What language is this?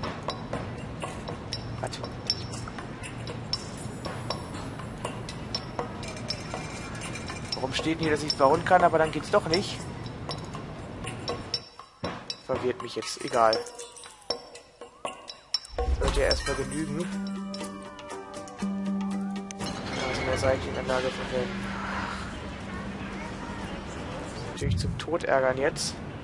German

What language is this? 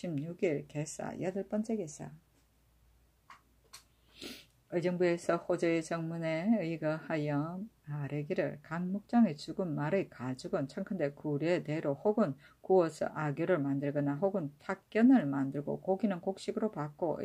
Korean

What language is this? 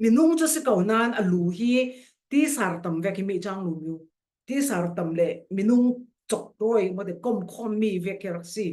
Falam Chin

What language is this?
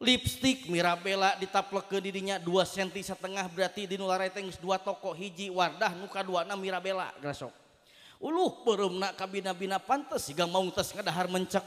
Sundanese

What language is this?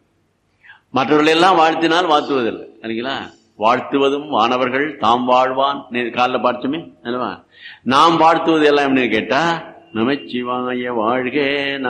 Tamil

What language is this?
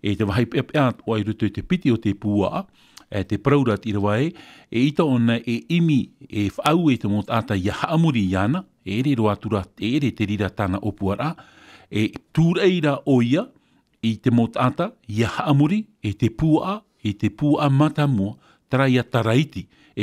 Tahitian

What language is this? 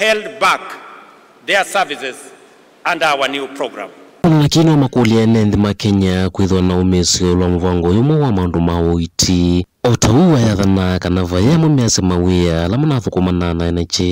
Kamba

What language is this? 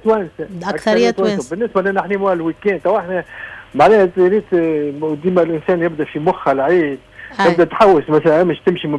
Tunisian Arabic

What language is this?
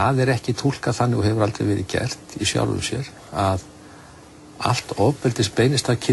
Icelandic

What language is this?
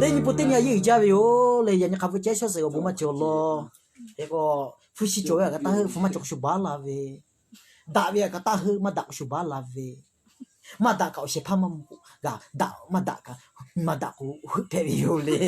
Lahu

